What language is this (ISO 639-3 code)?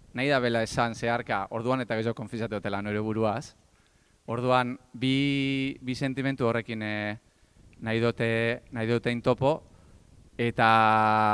eus